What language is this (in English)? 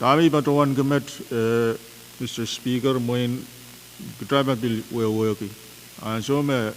Pohnpeian